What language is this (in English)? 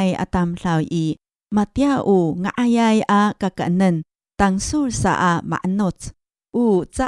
Amis